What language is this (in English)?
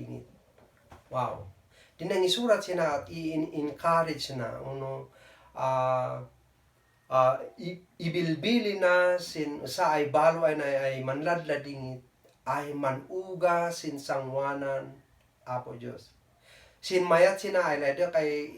Kankanaey